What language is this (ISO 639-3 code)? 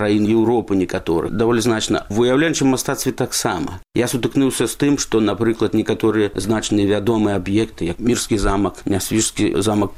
bel